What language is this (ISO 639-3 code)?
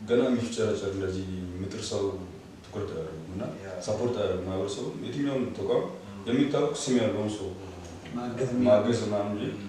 amh